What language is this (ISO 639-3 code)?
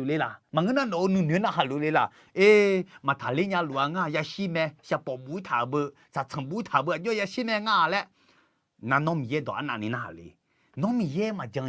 ahk